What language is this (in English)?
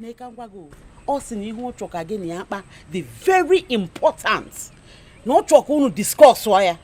Igbo